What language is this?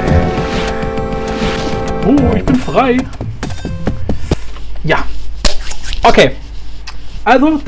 German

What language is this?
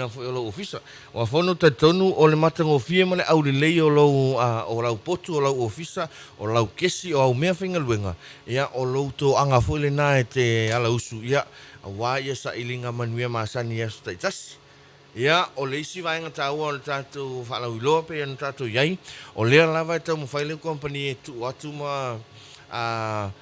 Samoan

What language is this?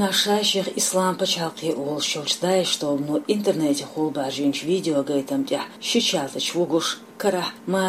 Chechen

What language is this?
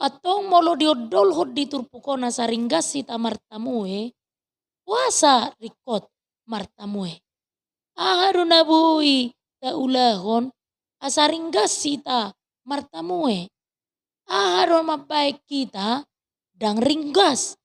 Batak Toba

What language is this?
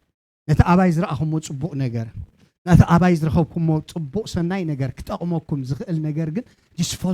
Tigrinya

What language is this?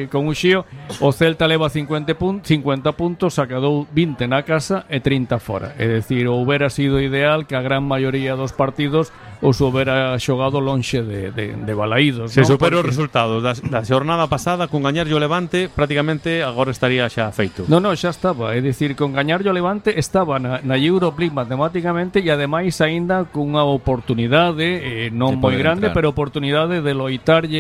Galician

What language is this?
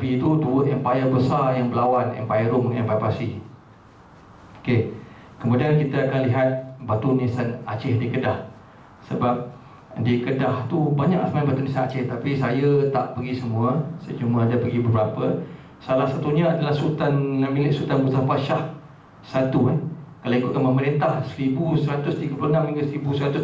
Malay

